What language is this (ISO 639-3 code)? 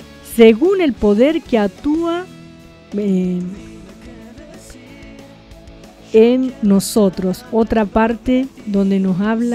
spa